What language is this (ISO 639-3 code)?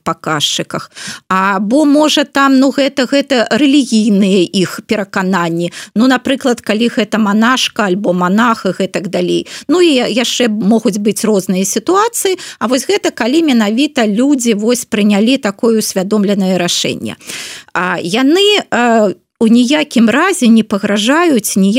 bel